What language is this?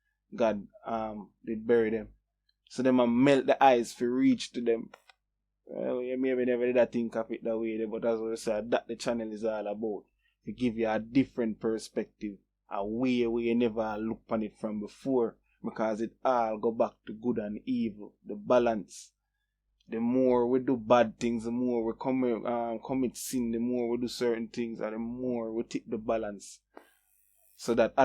Jamaican Creole English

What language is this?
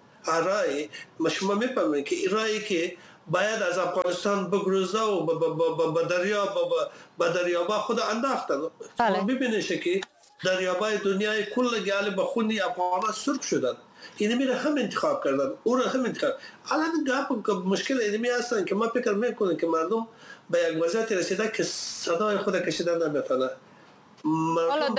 Persian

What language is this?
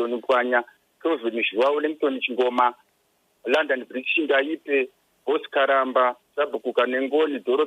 Shona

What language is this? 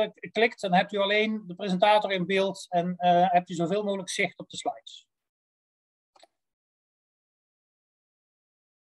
Dutch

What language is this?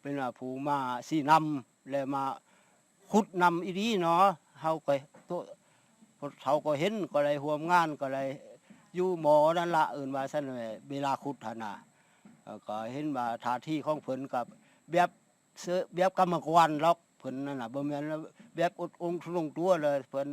Lao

